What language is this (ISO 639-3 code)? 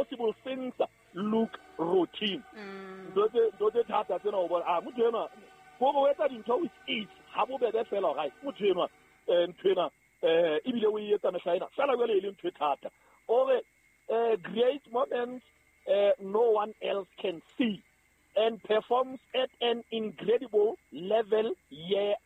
sot